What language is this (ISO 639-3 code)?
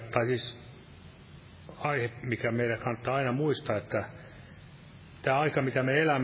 fin